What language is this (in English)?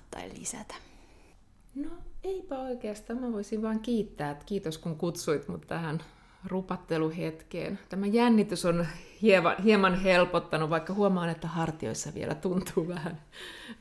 Finnish